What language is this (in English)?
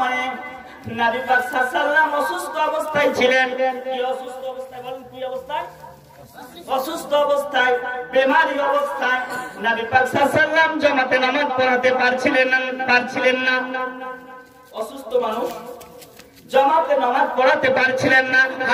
Bangla